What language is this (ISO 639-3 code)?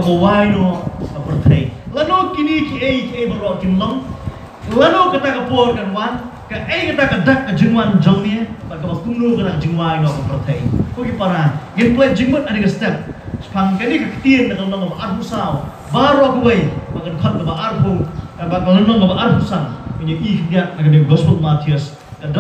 kha